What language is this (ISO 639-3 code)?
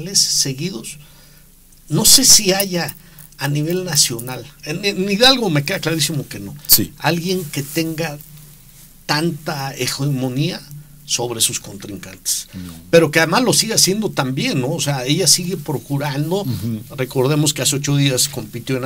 spa